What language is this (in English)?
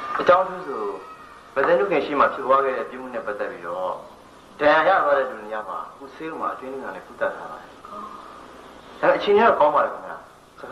Burmese